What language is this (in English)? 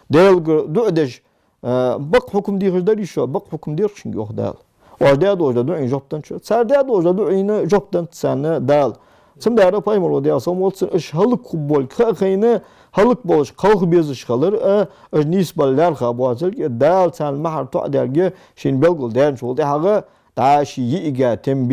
Ingush